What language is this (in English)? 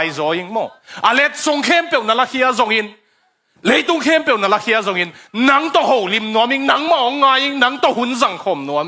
Tedim Chin